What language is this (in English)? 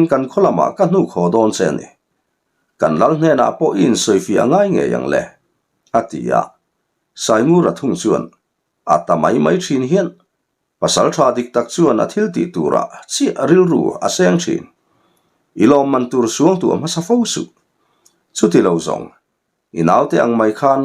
Mizo